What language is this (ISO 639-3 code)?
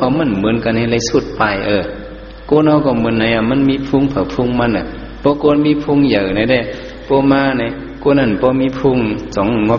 shn